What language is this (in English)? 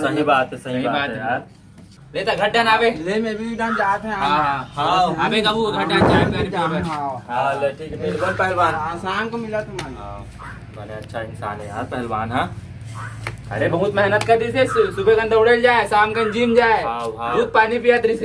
Chhattisgarhi